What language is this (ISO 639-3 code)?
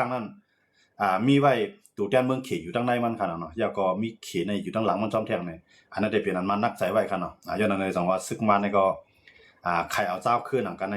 shn